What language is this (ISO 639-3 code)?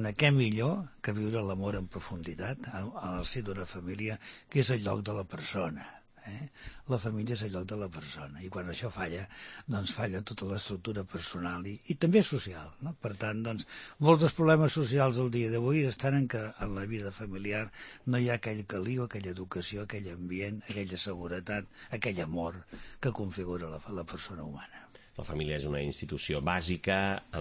cat